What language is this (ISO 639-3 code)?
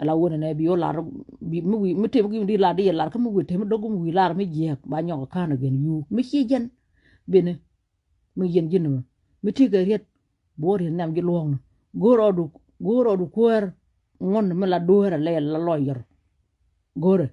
nus